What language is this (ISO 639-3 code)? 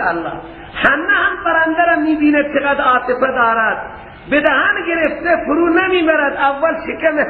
fas